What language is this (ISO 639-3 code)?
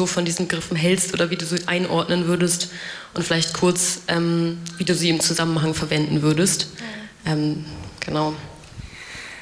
deu